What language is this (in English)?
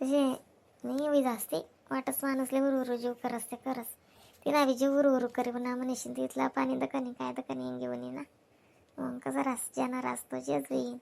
Khandesi